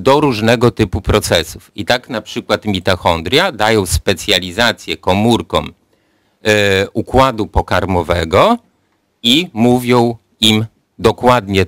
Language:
Polish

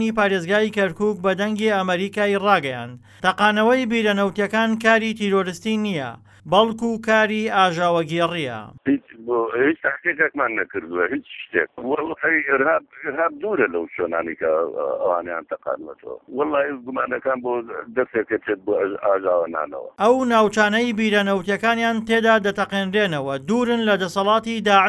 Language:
Central Kurdish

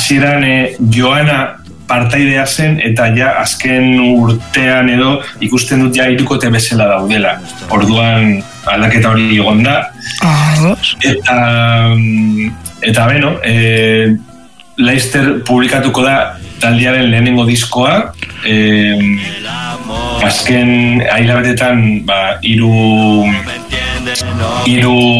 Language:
Basque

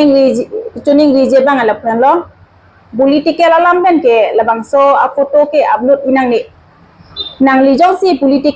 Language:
Karbi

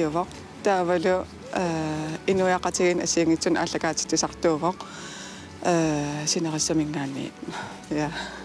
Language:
Kalaallisut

